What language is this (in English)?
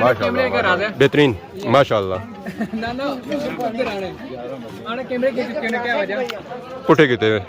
Pahari-Potwari